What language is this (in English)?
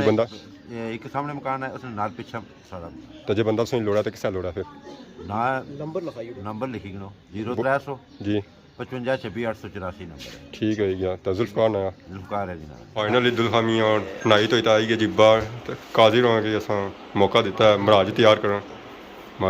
Pahari-Potwari